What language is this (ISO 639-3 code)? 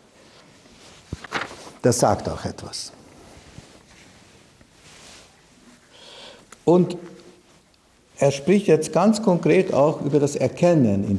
deu